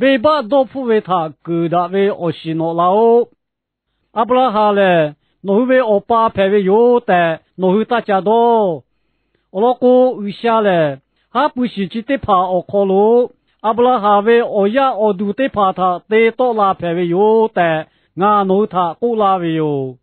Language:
Lahu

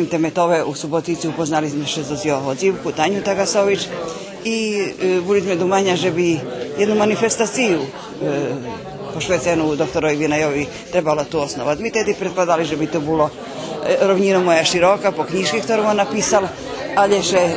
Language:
Rusyn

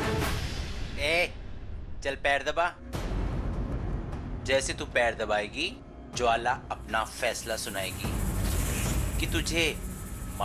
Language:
Hindi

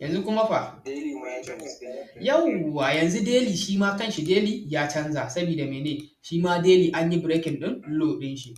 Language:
Hausa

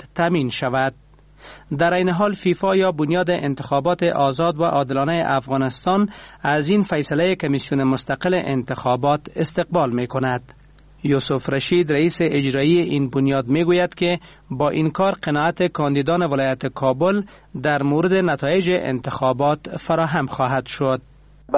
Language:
Persian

